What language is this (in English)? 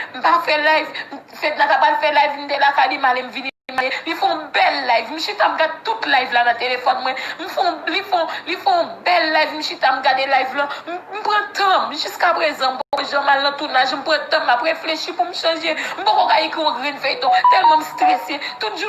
Haitian Creole